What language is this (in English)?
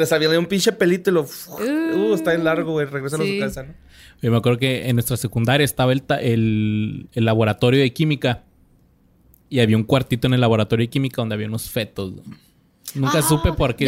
Spanish